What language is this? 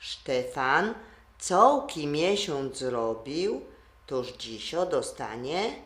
Silesian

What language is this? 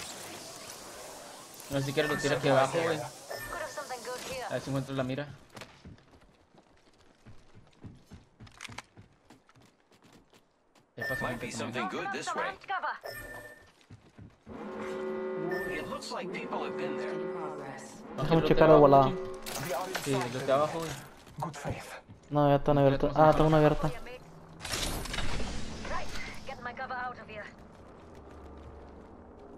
Spanish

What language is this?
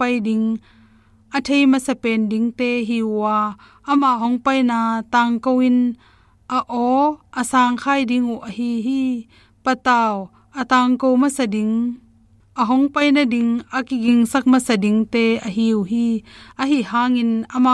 Tedim Chin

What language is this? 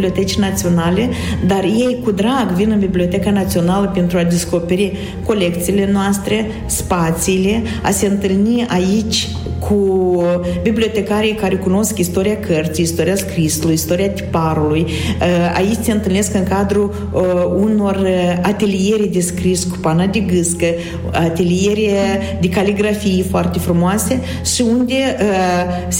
Romanian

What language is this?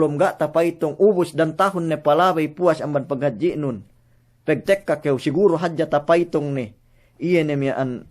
Yakan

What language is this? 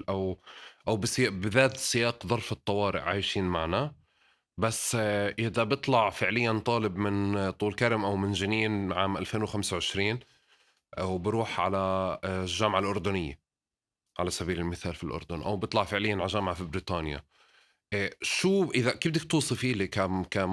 North Levantine Arabic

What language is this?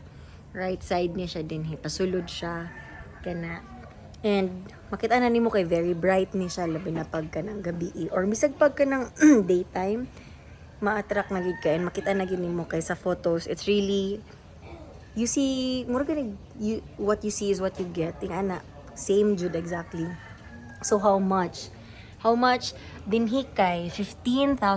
Cebuano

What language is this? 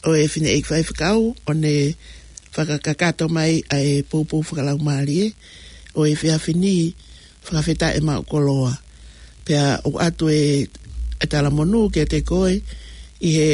Tongan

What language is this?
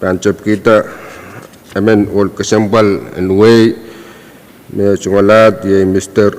Pohnpeian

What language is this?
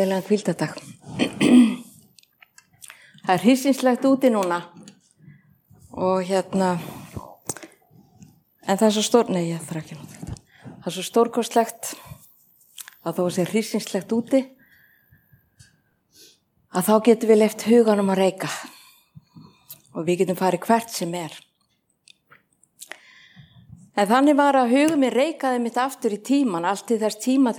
Icelandic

